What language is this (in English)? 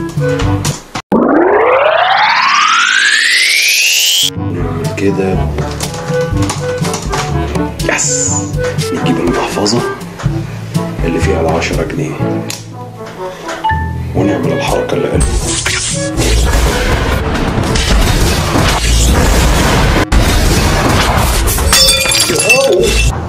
Egyptian Arabic